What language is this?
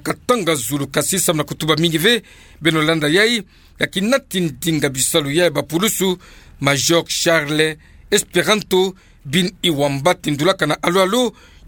Kituba (Democratic Republic of Congo)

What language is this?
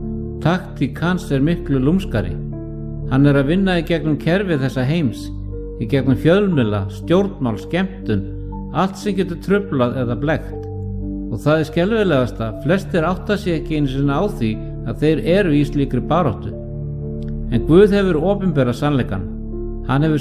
Icelandic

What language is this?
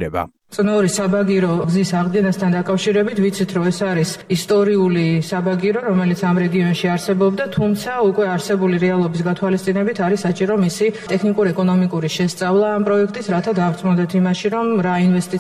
Georgian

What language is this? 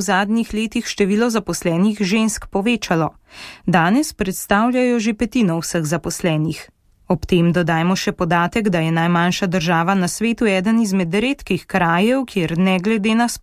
Slovenian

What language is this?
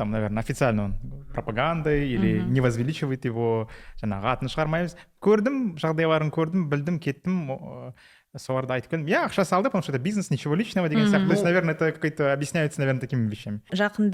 Kazakh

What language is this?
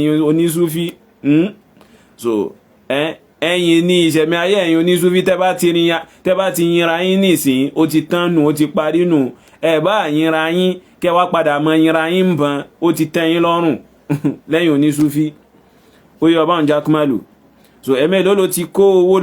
Yoruba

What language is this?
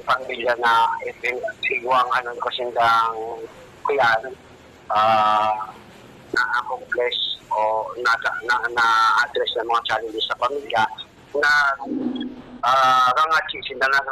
Bikol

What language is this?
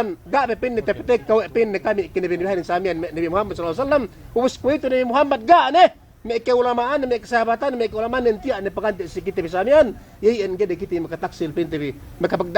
Yakan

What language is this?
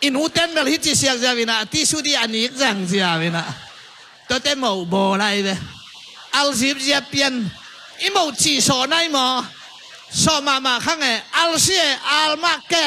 Tedim Chin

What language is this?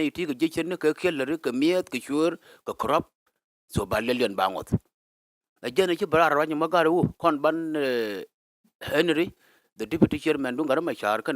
Nuer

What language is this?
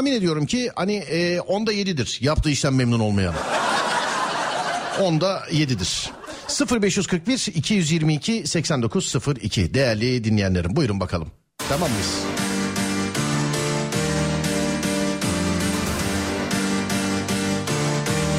Turkish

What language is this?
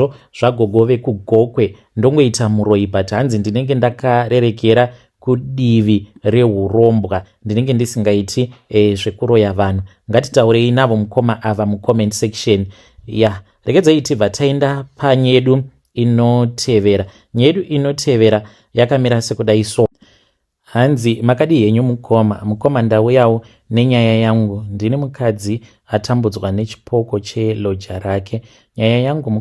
Shona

